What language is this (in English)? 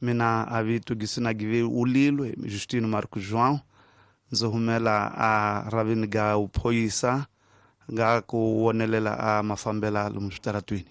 Tsonga